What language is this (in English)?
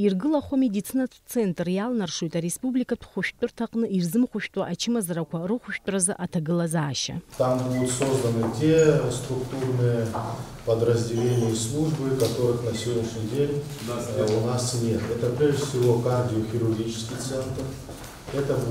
Abkhazian